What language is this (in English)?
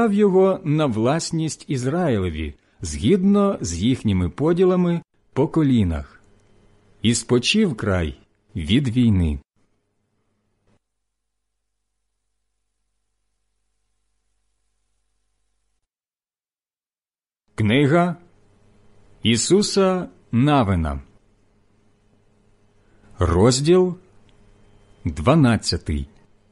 Ukrainian